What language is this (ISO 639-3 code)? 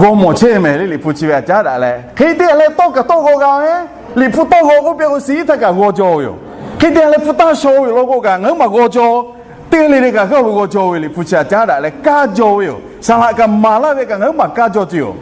lhu